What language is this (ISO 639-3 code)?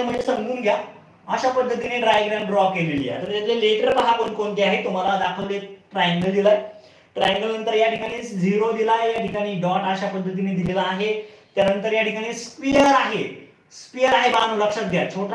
mar